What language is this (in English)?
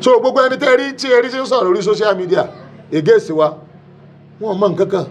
Yoruba